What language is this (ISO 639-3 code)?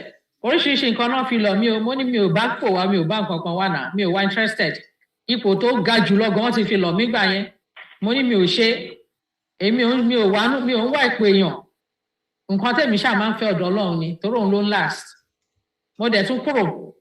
yor